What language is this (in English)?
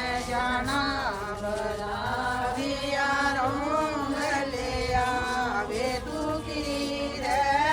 Dogri